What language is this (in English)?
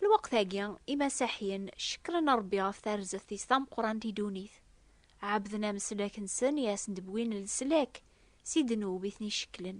Kabyle